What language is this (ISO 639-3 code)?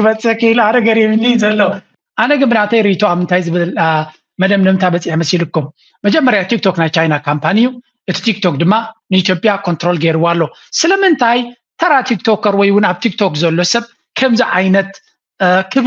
tir